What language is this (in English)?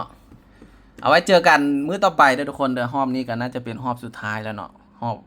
Lao